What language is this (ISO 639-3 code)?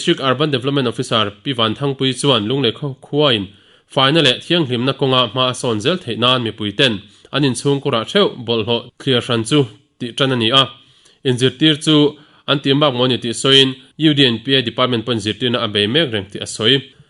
lus